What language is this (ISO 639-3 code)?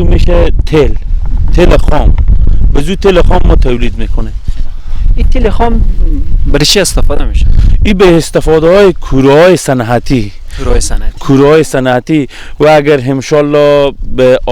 fas